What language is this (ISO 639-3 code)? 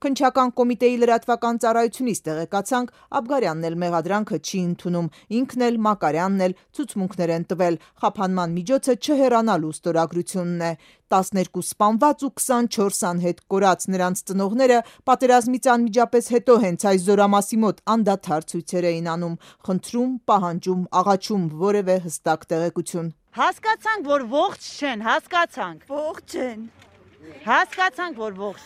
hye